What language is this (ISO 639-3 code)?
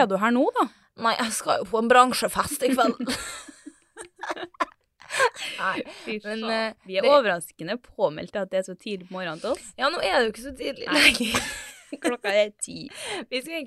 nor